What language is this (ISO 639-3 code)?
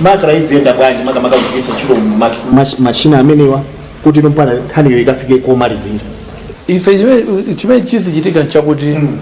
nya